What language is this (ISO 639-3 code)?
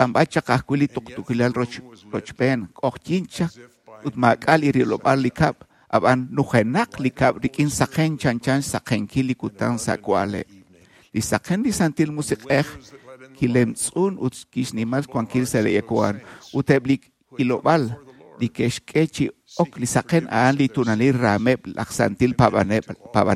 kek